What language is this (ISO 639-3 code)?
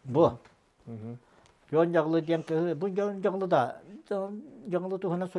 sah